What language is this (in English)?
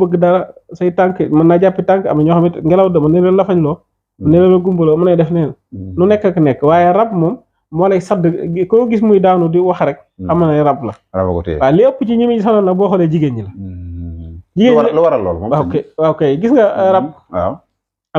Wolof